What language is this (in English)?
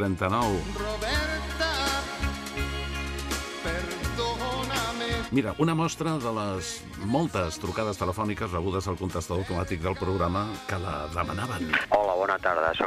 Catalan